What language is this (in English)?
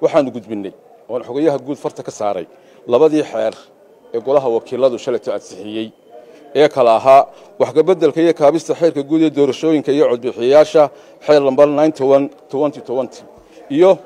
Somali